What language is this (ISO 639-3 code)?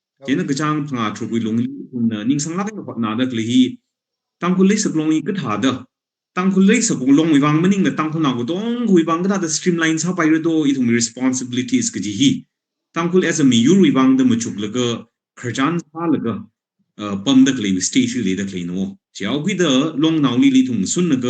nmf